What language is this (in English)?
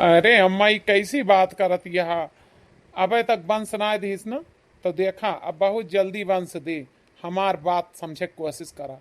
Awadhi